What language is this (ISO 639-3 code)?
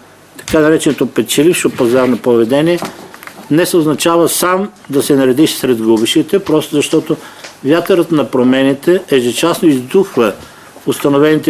bul